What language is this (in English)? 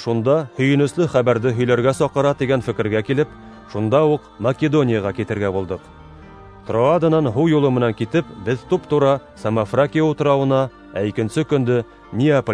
Bashkir